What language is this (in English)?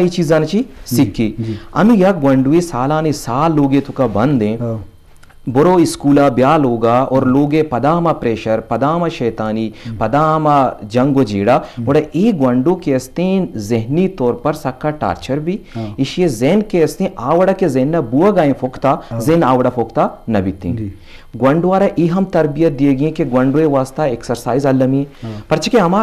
Eastern Balochi